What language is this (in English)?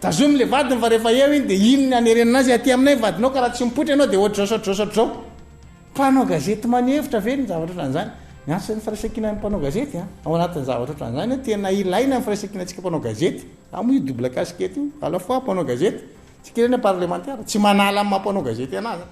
Malagasy